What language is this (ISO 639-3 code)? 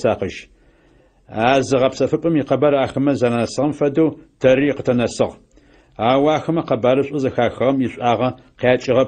ady